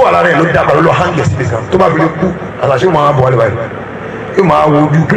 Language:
Yoruba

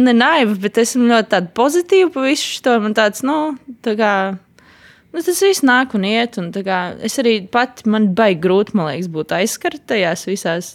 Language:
Latvian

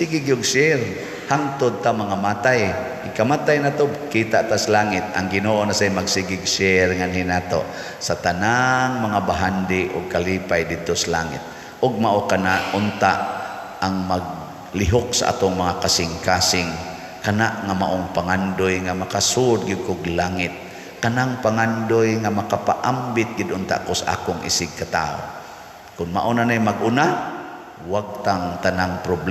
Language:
Cebuano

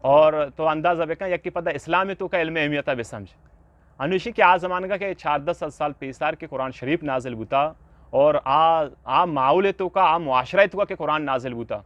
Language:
Eastern Balochi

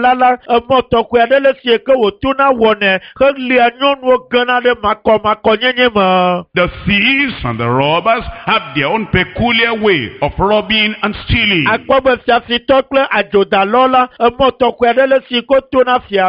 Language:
Ewe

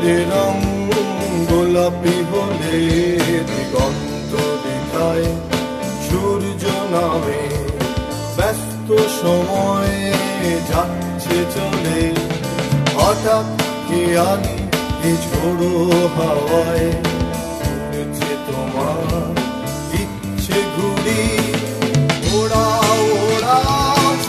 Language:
Bangla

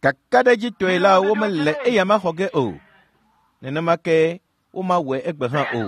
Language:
Ewe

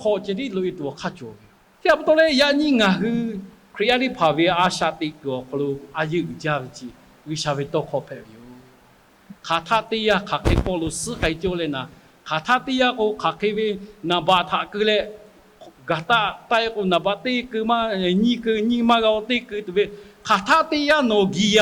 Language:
Lahu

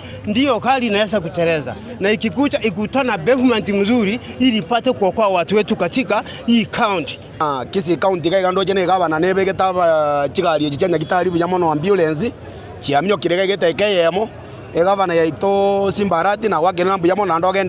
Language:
Gusii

